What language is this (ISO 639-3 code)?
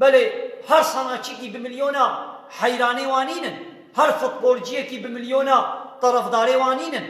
kur